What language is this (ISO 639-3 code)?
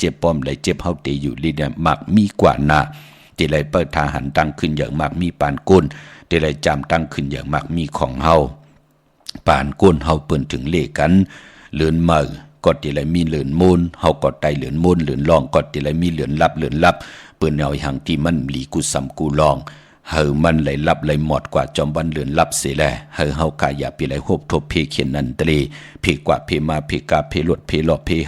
shn